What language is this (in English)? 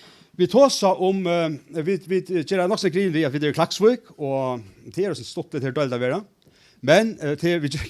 Faroese